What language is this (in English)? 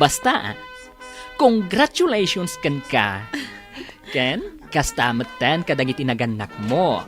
Iloko